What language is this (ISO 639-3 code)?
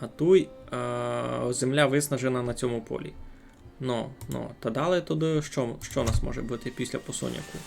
rue